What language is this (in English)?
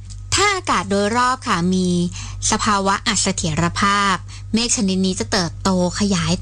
Thai